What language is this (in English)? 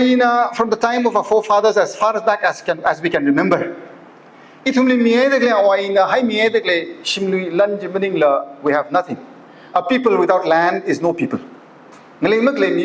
Tangkhul Naga (India)